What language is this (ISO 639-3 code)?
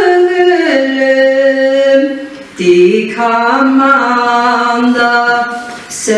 bak